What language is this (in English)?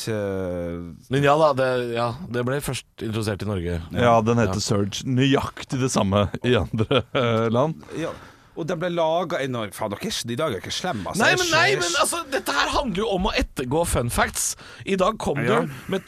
Norwegian